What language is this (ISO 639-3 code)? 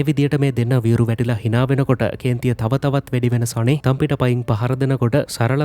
sin